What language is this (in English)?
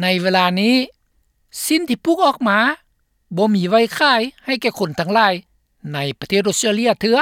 Lao